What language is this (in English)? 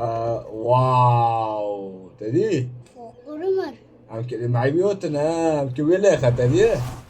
Kurdish